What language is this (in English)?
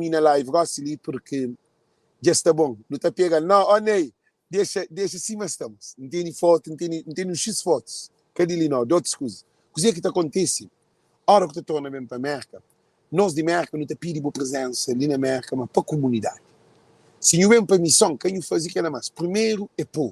Kabuverdianu